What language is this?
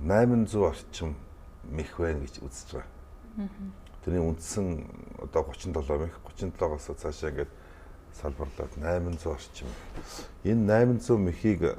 Mongolian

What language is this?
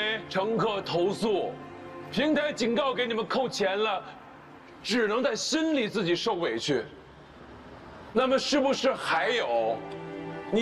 Chinese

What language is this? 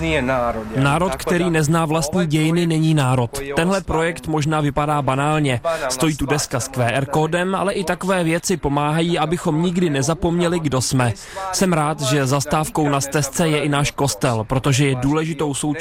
Czech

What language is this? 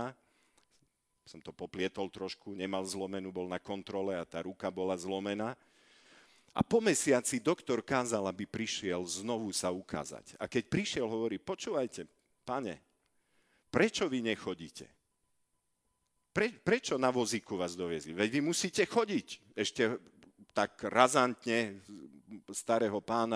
Slovak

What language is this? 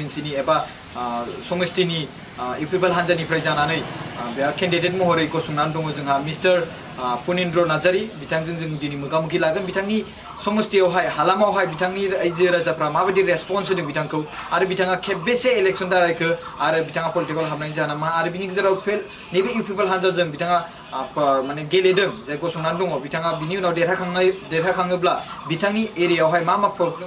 Bodo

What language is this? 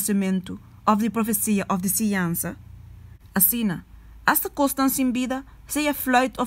Papiamento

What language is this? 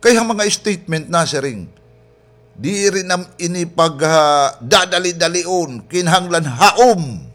Waray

